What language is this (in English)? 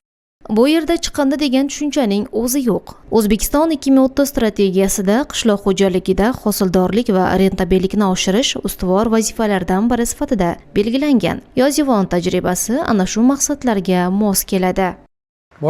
Uzbek